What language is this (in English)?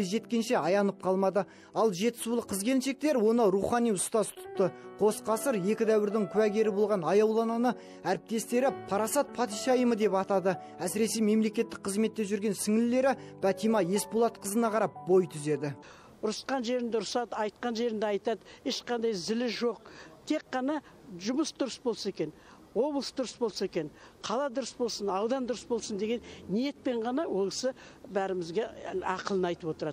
Kazakh